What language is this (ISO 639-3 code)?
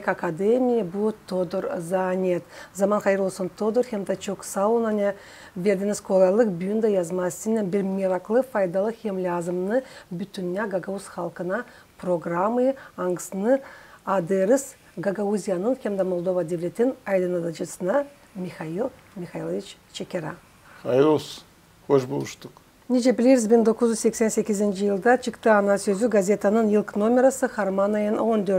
gag